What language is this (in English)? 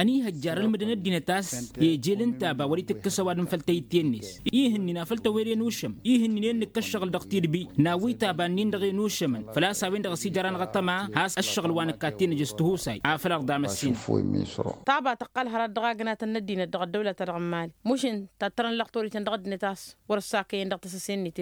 Tamasheq